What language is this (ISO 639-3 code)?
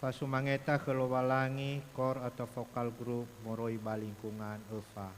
nia